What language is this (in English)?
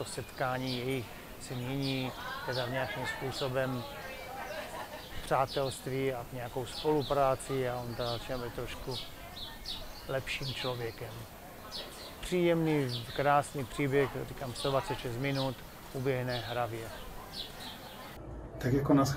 Czech